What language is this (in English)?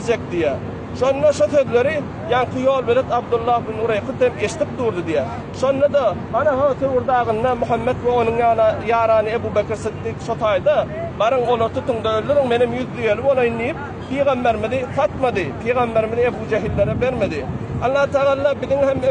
Turkmen